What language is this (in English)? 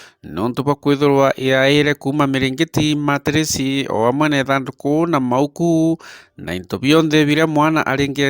Meru